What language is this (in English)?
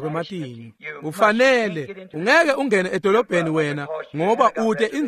Swati